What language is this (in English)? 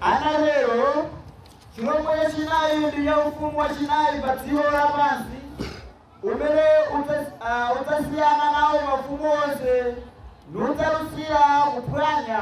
Nyanja